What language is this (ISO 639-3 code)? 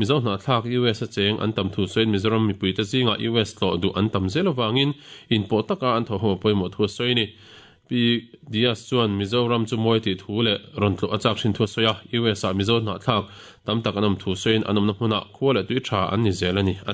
lus